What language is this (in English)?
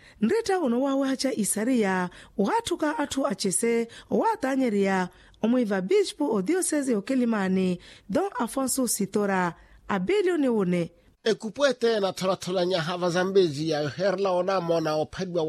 Makhuwa